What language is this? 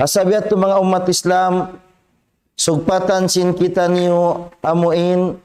Tausug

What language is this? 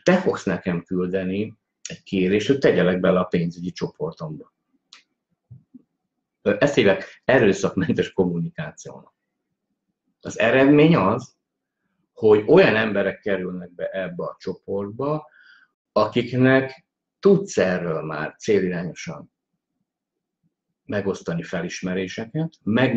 Hungarian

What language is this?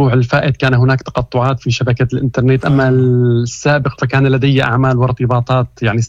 Moroccan Arabic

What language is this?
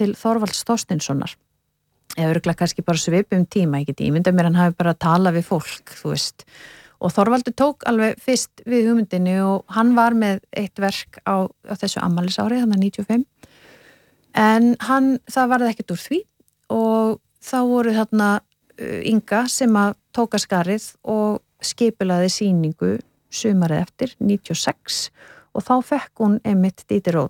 Icelandic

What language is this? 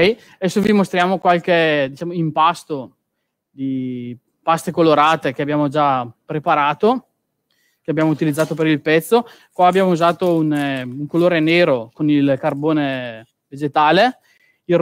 Italian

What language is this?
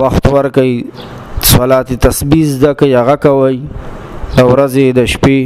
Pashto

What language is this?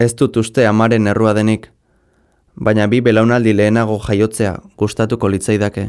Basque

